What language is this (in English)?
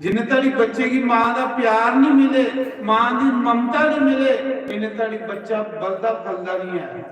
Dogri